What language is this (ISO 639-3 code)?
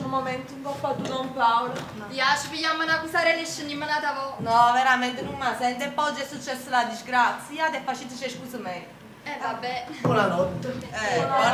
nap